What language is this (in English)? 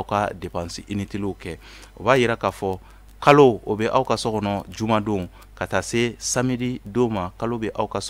Bambara